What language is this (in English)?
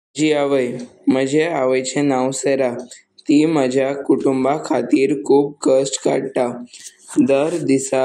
Konkani